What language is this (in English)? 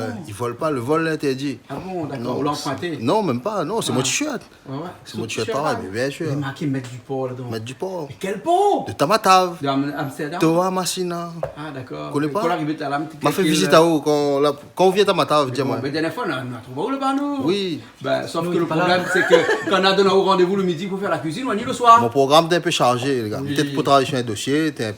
Réunion Creole French